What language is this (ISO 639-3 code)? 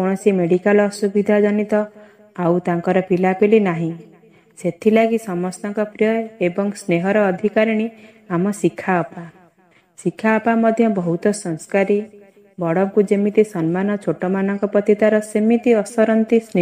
ori